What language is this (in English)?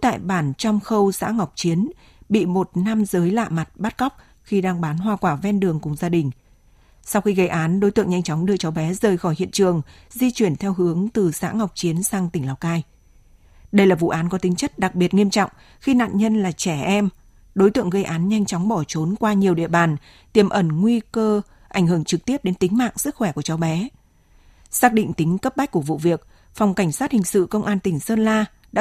Vietnamese